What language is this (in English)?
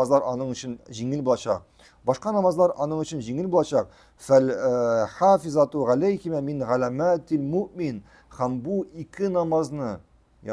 Tatar